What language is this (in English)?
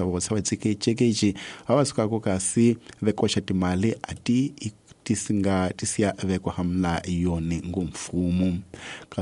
Tsonga